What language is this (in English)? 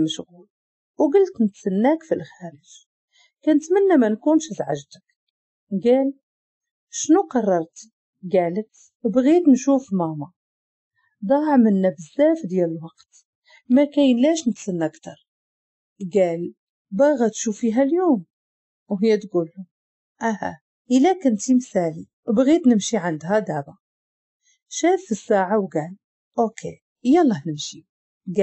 Moroccan Arabic